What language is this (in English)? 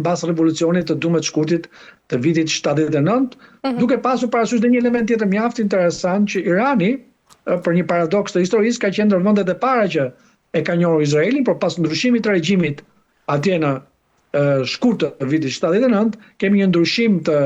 Albanian